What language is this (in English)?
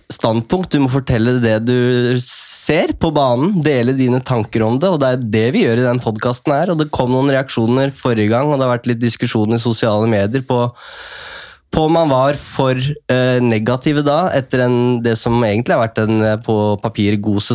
Norwegian